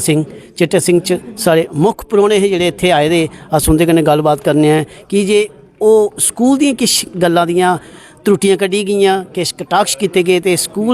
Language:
Dogri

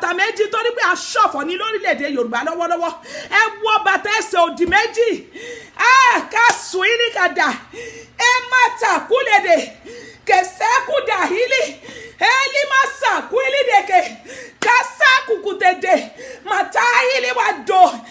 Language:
Yoruba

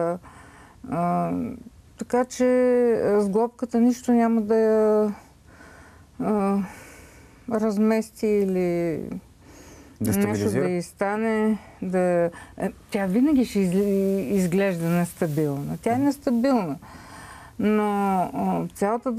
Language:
Bulgarian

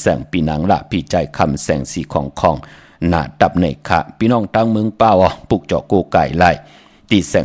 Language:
Shan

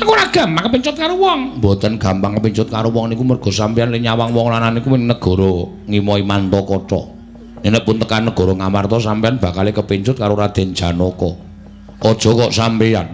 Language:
Javanese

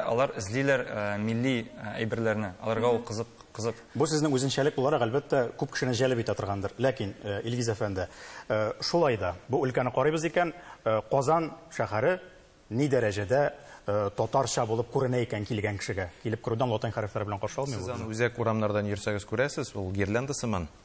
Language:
Tatar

